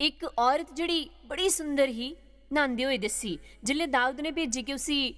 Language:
Dogri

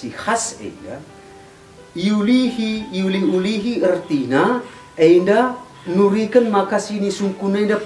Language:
Batak Karo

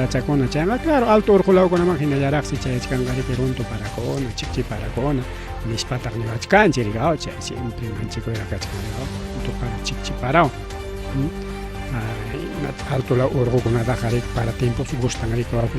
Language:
Ayacucho Quechua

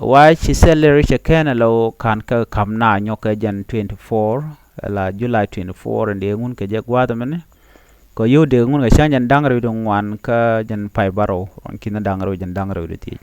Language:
Nuer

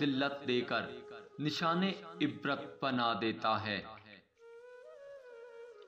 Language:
Urdu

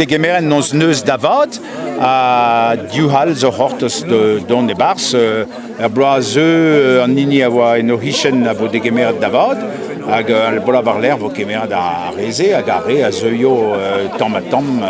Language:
Breton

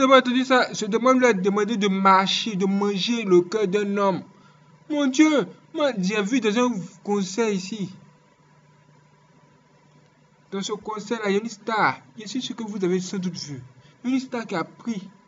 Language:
French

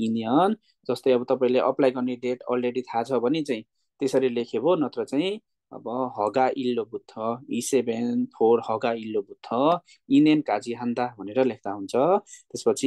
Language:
Nepali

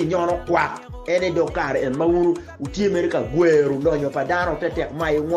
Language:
Acoli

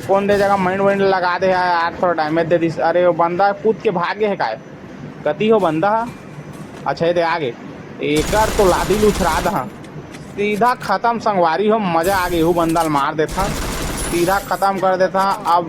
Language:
Chhattisgarhi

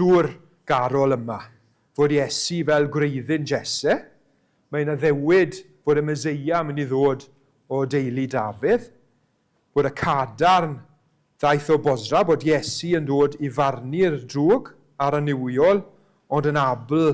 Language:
Welsh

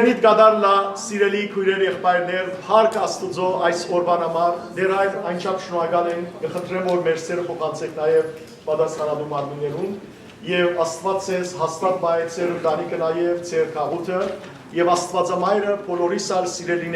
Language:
Western Armenian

